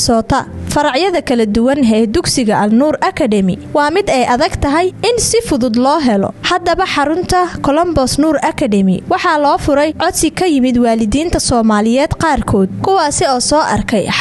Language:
Somali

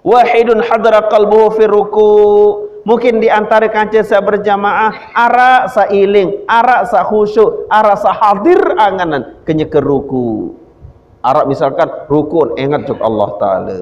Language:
Sasak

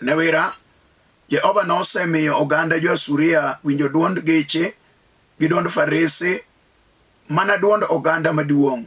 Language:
Luo (Kenya and Tanzania)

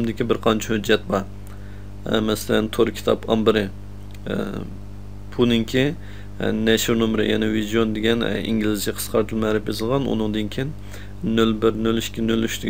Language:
Uyghur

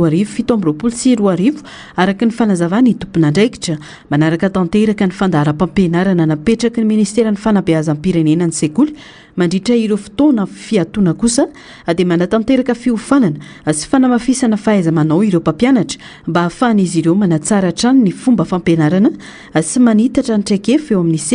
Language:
Malagasy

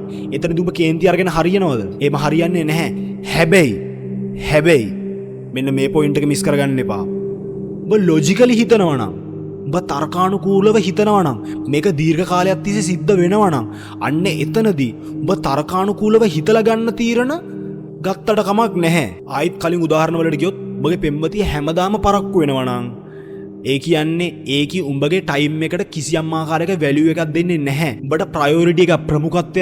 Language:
Sinhala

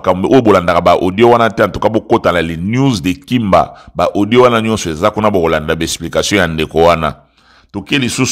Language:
Lingala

